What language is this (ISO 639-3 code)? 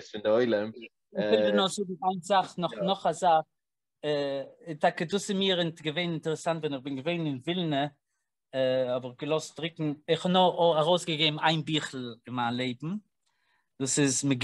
yid